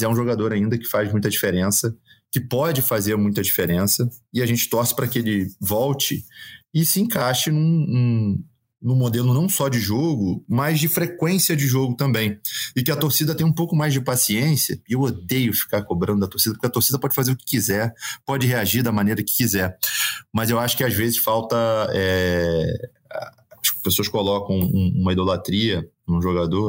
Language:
Portuguese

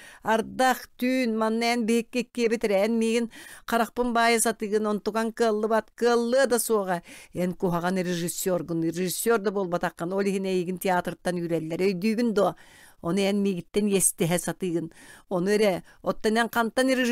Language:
Yakut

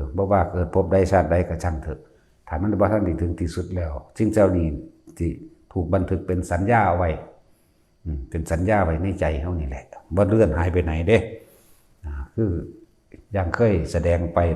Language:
Northeastern Thai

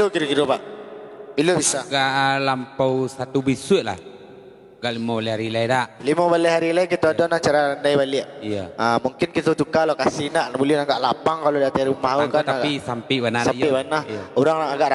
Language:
Minangkabau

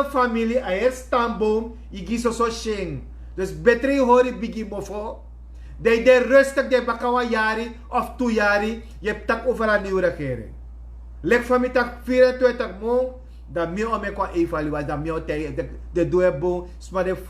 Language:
Sranan Tongo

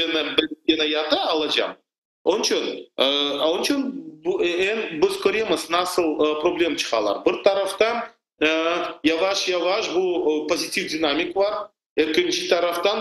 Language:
Crimean Tatar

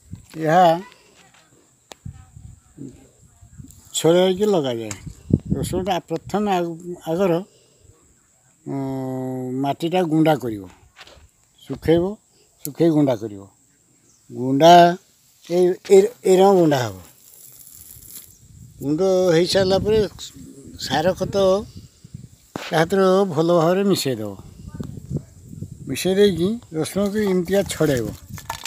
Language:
Odia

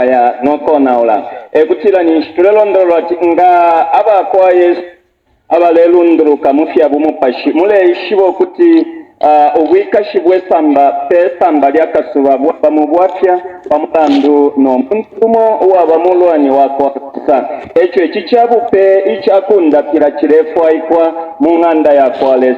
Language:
Bemba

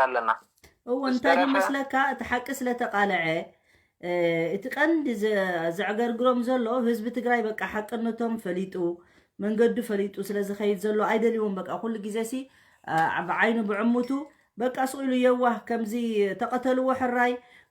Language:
Tigrinya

